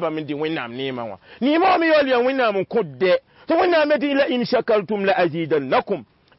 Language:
Mossi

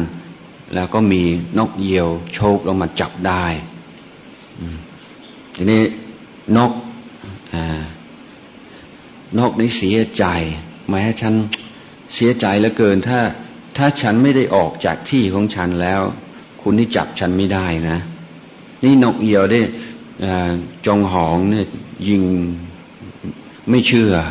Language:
Thai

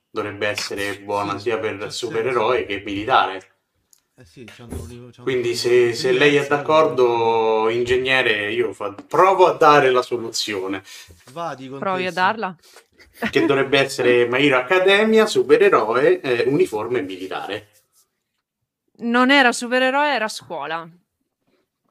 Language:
Italian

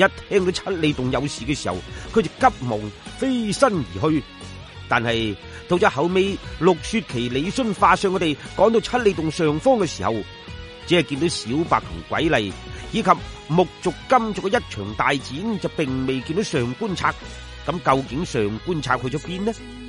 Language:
Cantonese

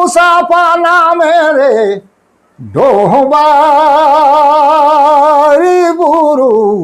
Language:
Sadri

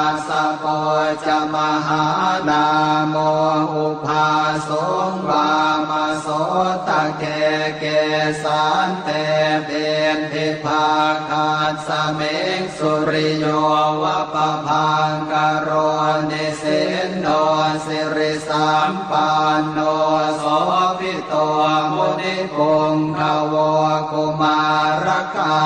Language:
Pali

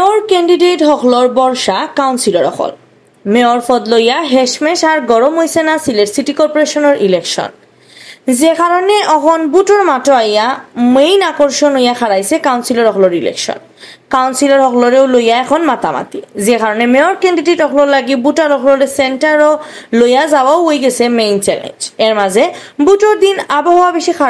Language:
Sylheti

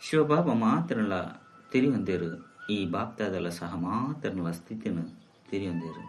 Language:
Tulu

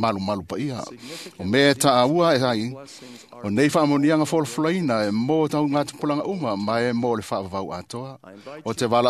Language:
Samoan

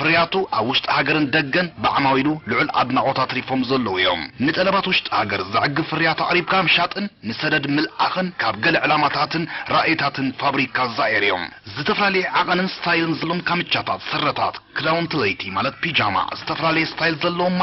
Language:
Tigrinya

